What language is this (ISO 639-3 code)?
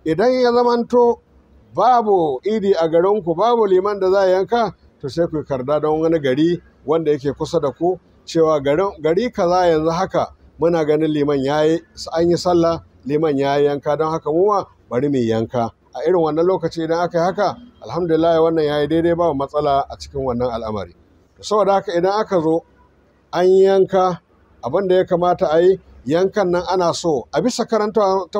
hau